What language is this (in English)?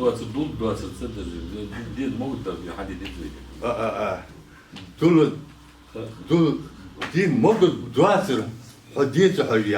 Ingush